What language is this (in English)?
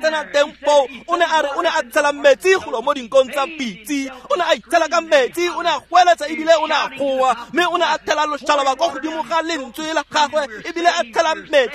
Tswana